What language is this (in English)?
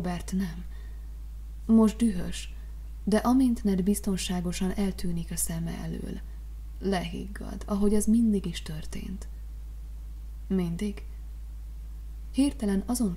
Hungarian